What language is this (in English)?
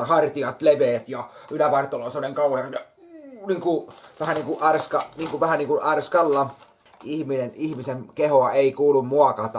Finnish